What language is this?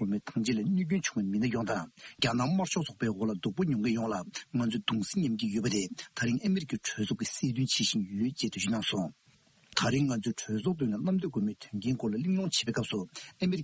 Tibetan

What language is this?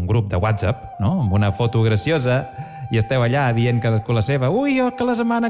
Catalan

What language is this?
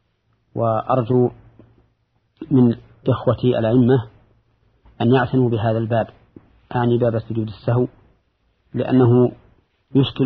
Arabic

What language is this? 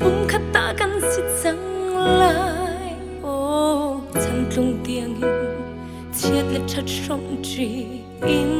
Hakha Chin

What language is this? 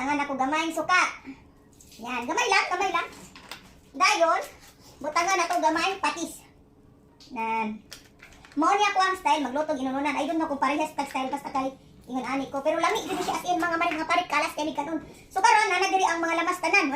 Cebuano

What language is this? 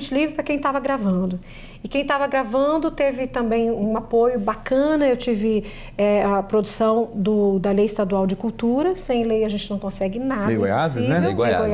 Portuguese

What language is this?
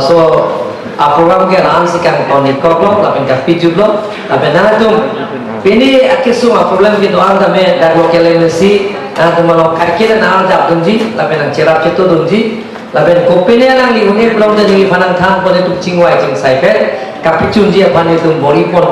Karbi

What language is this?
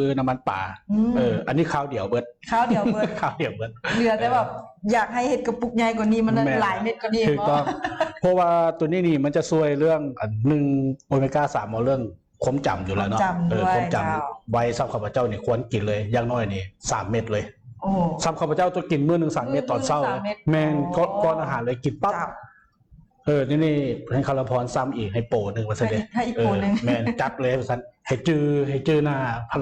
Lao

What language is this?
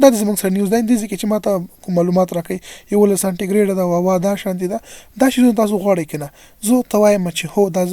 Pashto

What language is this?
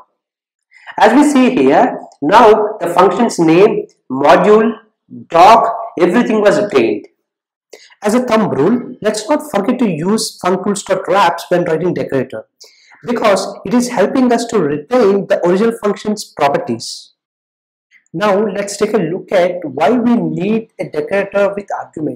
English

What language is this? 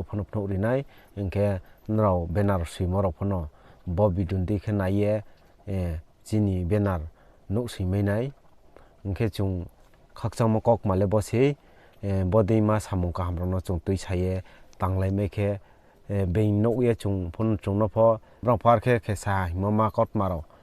Riang (India)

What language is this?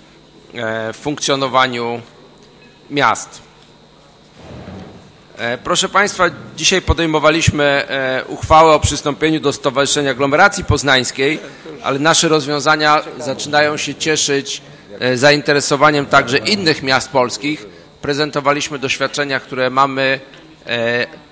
Polish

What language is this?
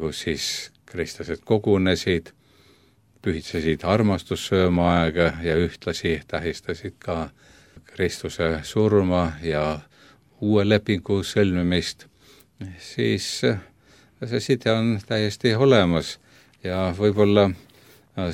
Estonian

